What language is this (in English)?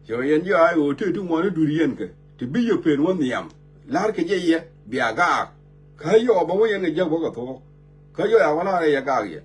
Nuer